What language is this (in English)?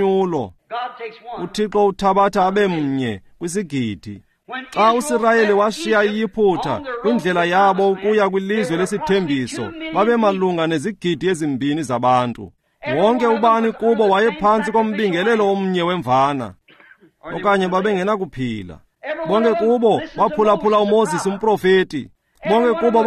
Xhosa